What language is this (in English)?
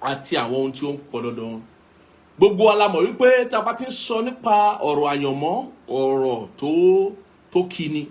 Yoruba